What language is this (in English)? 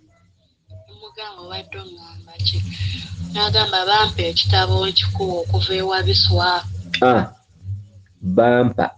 Ganda